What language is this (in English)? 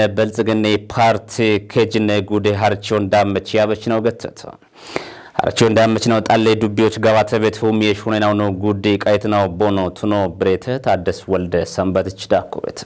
Kafa